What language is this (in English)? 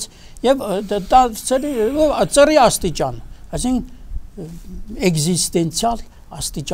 Armenian